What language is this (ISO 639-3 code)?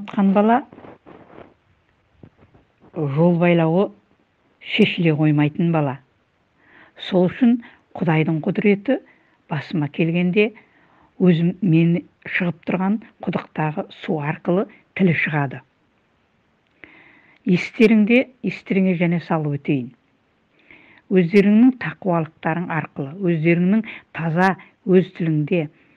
kaz